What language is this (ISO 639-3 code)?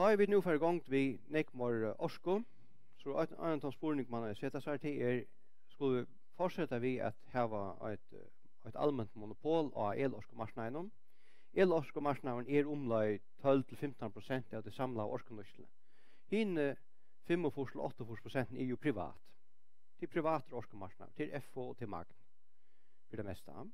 fao